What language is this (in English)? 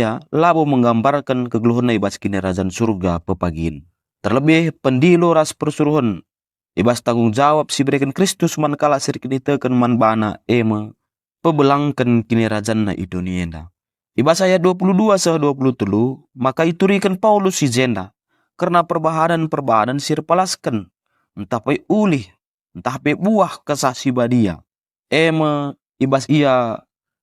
Batak Karo